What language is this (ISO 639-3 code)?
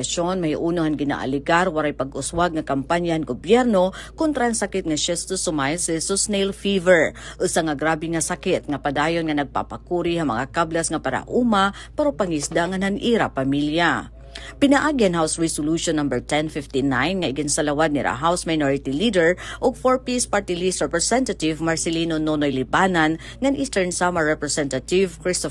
war